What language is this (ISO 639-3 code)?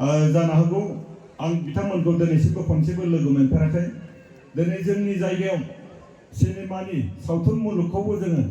brx